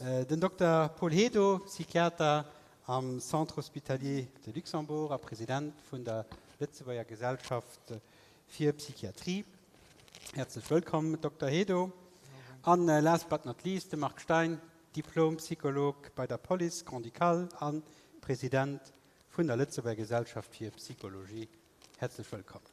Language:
Luxembourgish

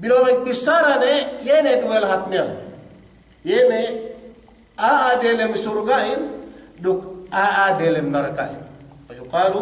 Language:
Yakan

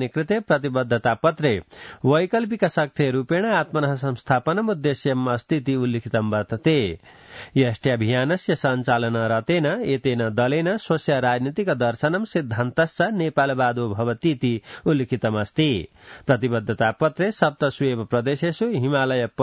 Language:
Sanskrit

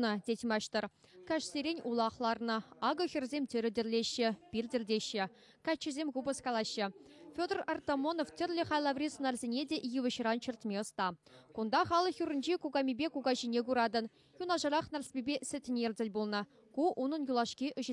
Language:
Chuvash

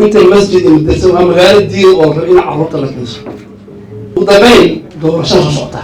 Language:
Somali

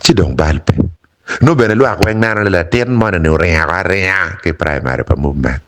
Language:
Acoli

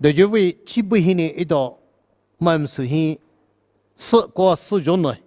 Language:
Poumei Naga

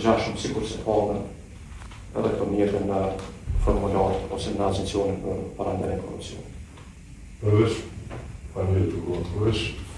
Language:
Albanian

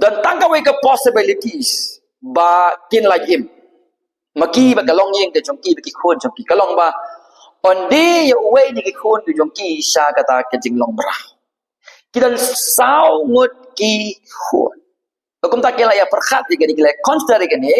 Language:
Khasi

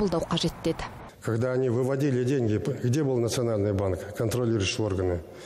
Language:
Kazakh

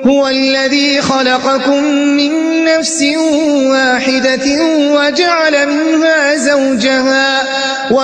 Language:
Arabic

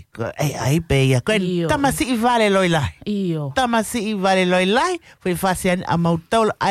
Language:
Tongan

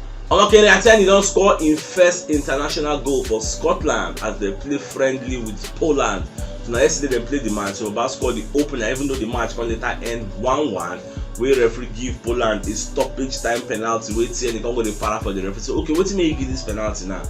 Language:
Nigerian Pidgin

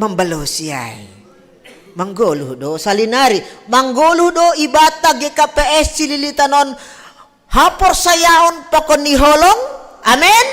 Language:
Batak Simalungun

